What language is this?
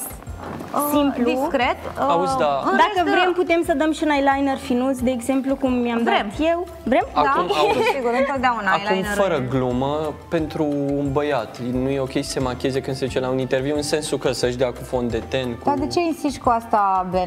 Romanian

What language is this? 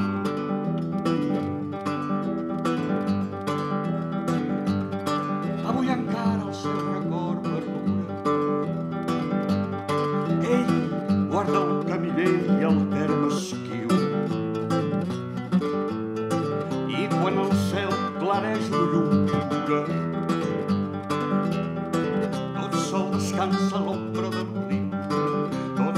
Catalan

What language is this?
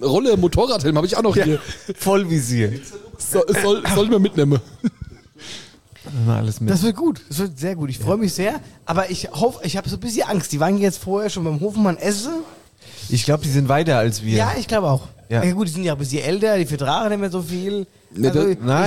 German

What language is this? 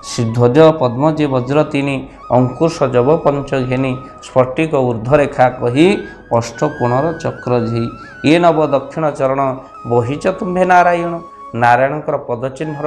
Odia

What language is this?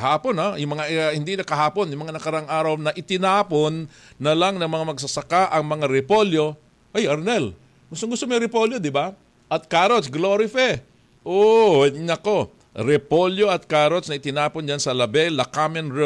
Filipino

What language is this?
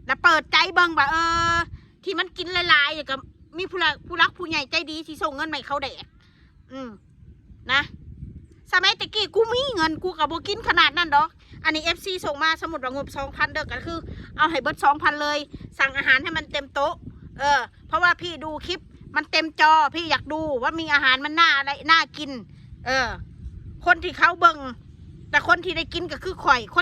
Northeastern Thai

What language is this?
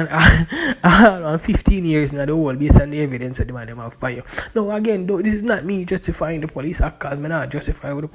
Jamaican Creole English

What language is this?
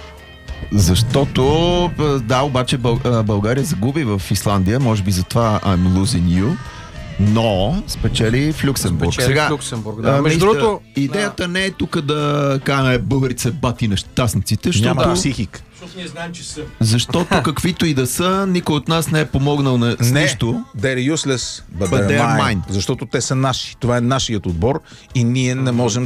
Bulgarian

